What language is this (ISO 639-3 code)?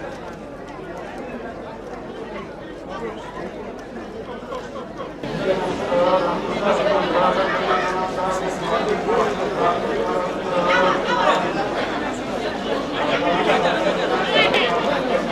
ful